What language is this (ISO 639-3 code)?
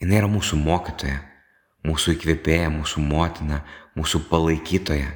lit